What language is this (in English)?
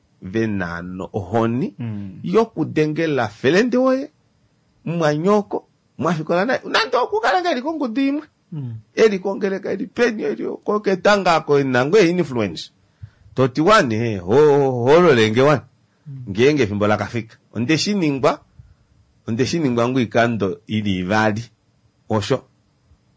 Kuanyama